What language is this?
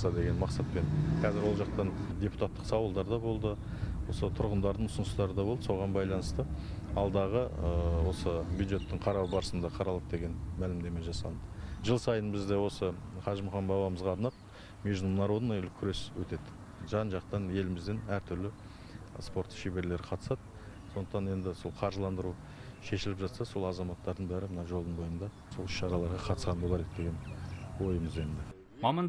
Kazakh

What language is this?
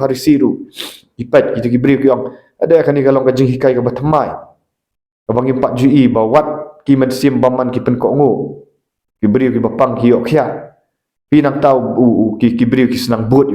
Khasi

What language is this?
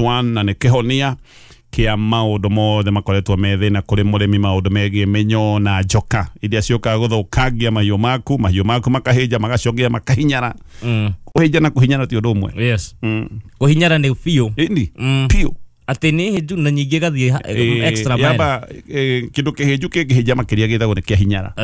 Kikuyu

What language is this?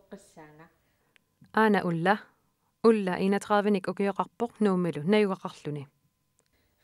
Kalaallisut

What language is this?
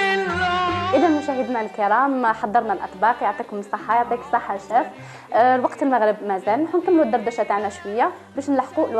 Algerian Arabic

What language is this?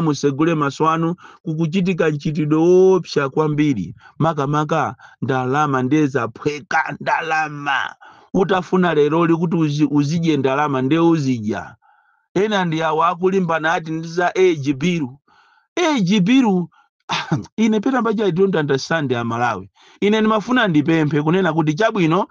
Nyanja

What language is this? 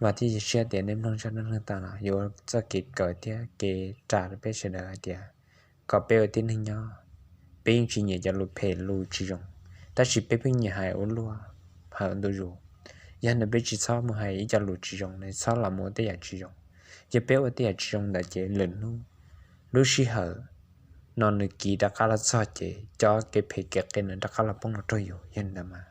Hmong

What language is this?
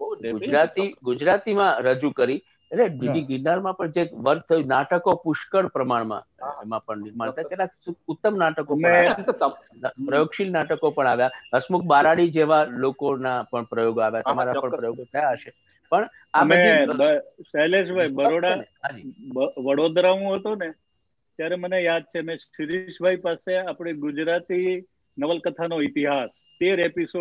Gujarati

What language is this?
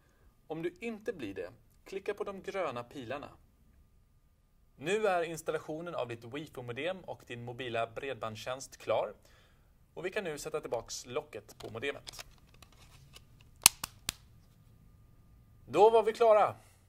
Swedish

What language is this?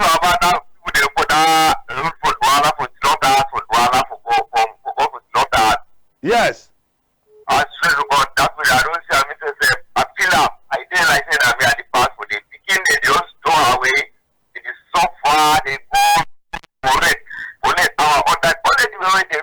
Cameroon Pidgin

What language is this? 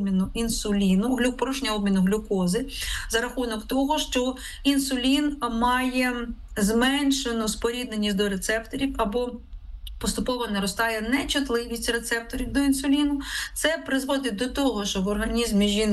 Ukrainian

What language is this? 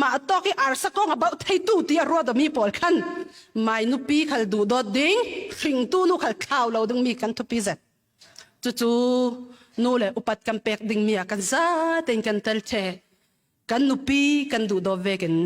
Falam Chin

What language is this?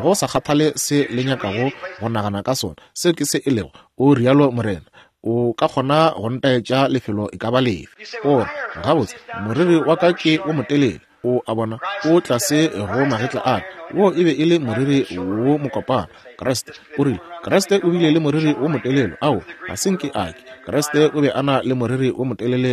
Northern Sotho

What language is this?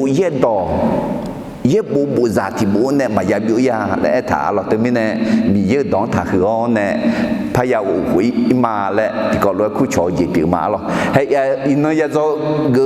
Akha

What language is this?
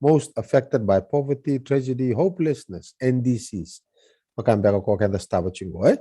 Fijian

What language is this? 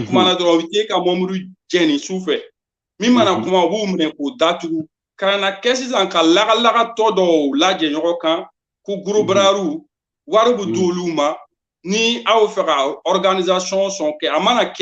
Bambara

